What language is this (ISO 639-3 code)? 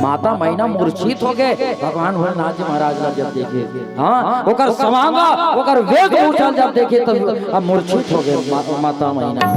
hne